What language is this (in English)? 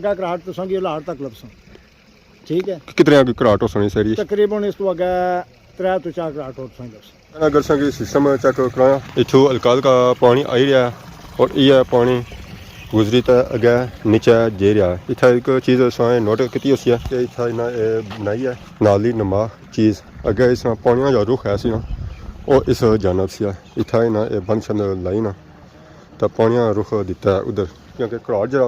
Pahari-Potwari